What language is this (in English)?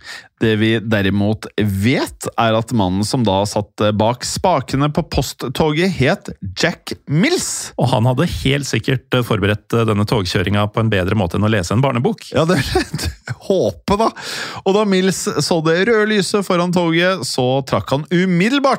Norwegian